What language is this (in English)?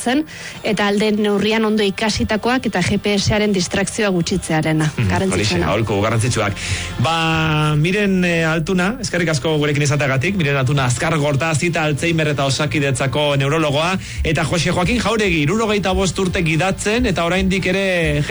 Basque